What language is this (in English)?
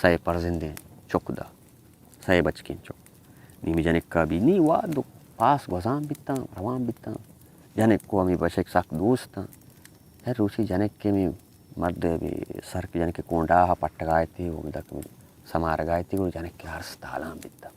Baluchi